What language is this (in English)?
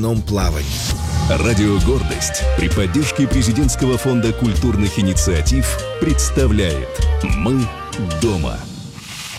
Russian